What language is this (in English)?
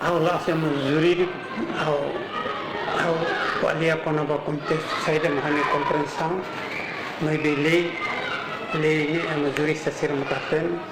Tetum